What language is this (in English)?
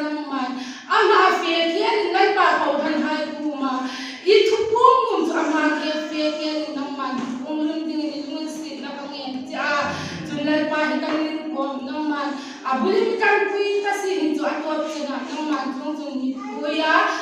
Hmar